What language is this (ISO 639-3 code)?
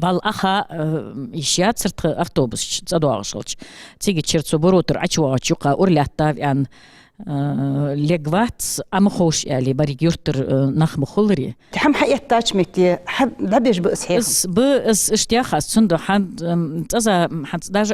inh